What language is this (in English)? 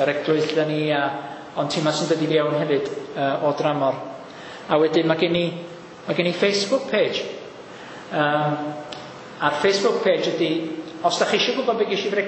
Welsh